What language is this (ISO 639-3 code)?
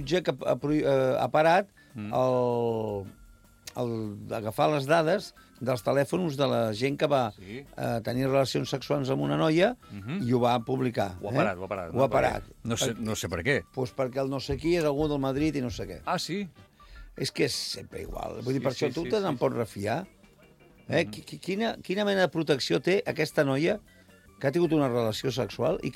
cat